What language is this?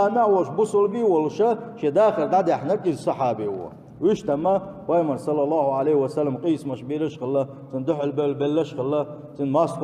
Chechen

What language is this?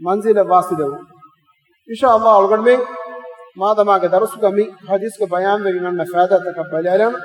Divehi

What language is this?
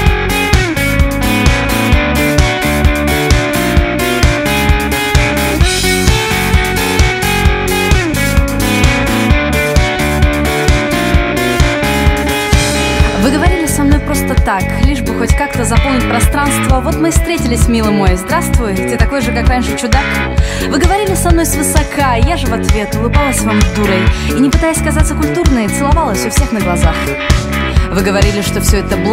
Russian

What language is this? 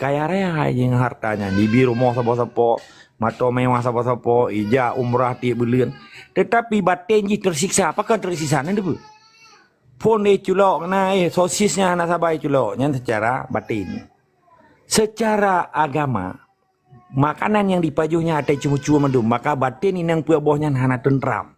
Achinese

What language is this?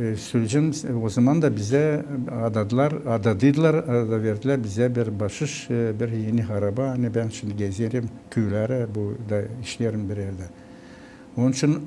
Gagauz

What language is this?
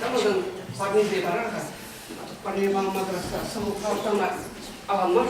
Chuvash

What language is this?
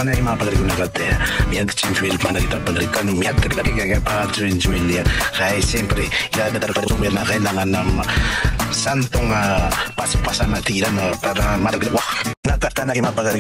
Maranao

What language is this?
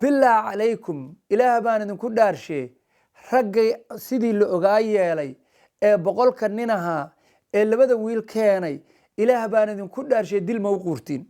Somali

